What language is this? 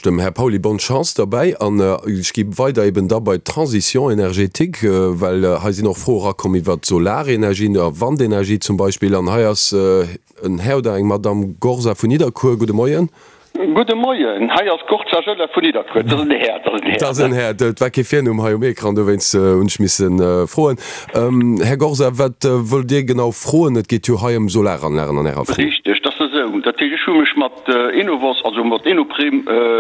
Luxembourgish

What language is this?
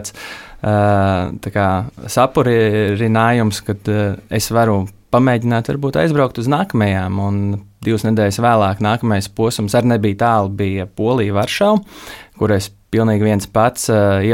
Latvian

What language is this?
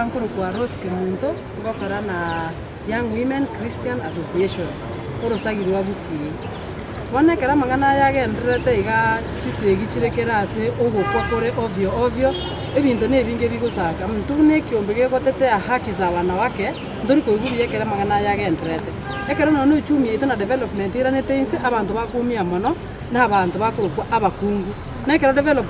Gusii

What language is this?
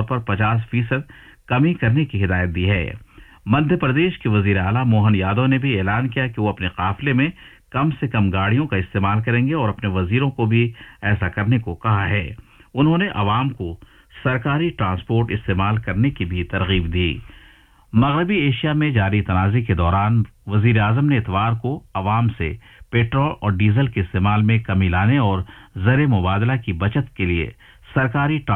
Urdu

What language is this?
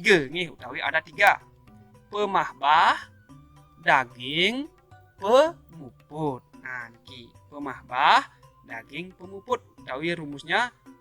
Balinese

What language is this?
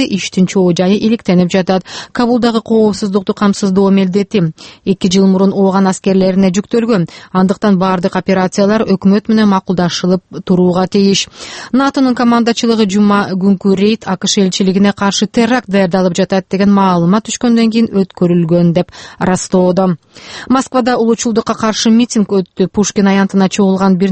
Kyrgyz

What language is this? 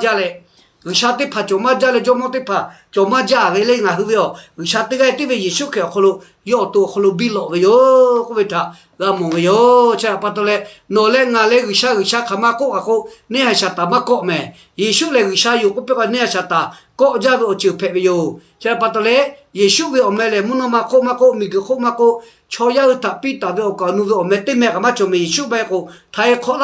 Lahu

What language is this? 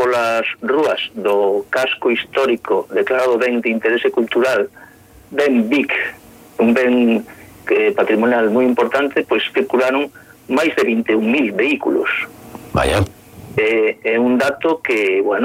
Galician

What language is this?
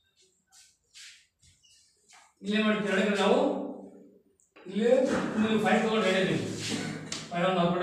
Kannada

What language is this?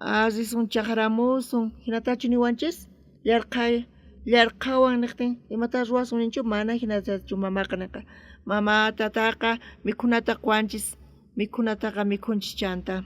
South Bolivian Quechua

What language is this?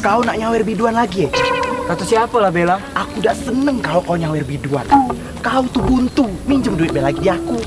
Musi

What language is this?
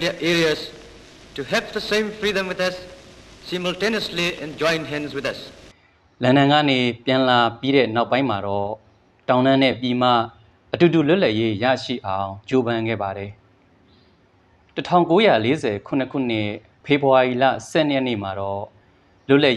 Burmese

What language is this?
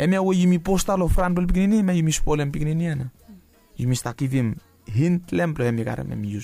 Bislama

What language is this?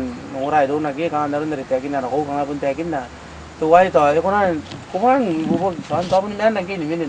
Gilbertese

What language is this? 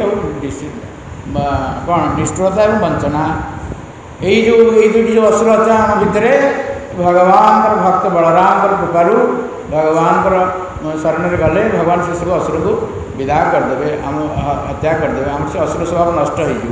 Odia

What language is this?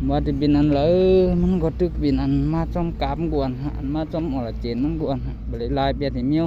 Shan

